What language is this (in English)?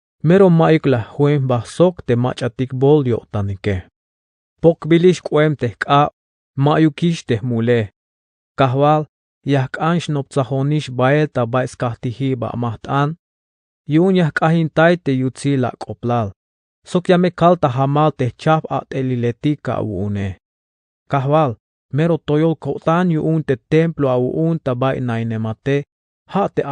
Tzeltal